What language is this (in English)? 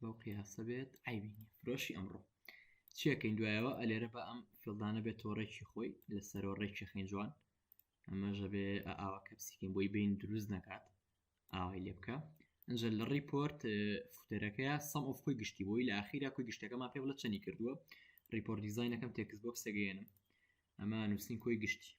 Central Kurdish